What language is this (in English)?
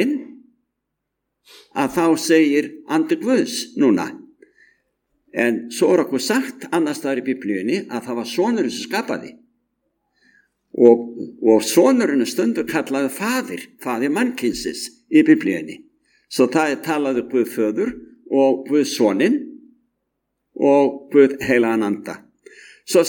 Icelandic